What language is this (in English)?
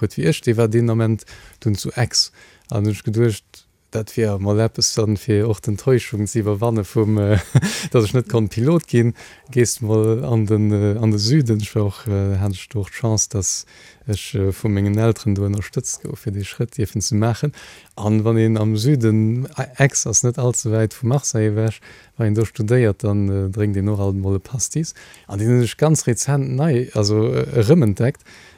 Luxembourgish